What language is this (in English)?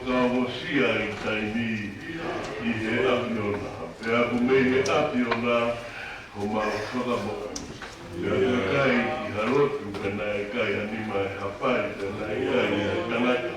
Tongan